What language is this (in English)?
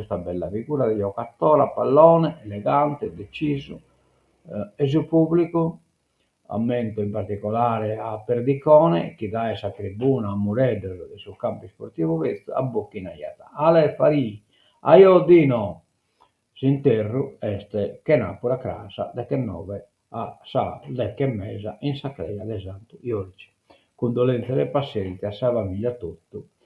Sardinian